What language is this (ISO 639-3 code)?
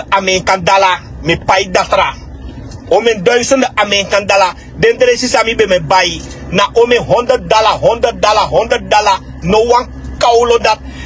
srn